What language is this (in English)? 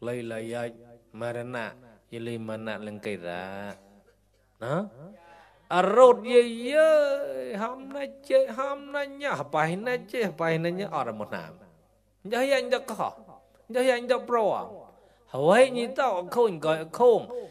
Mon